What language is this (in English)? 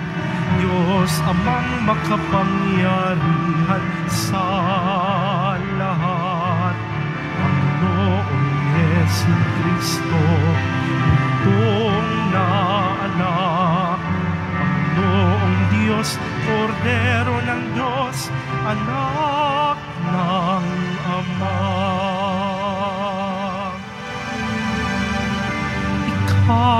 Filipino